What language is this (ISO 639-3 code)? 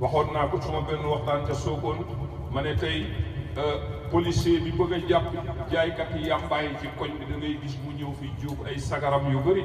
wol